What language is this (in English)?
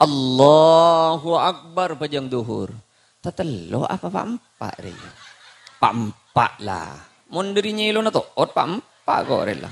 Madurese